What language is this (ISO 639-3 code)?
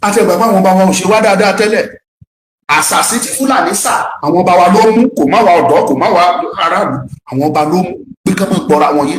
yor